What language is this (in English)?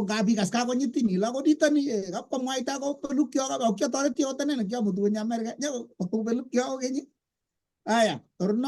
Kalenjin